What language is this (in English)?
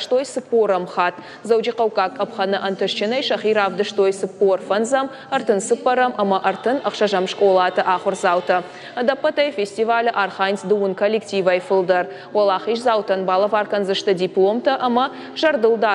Ossetic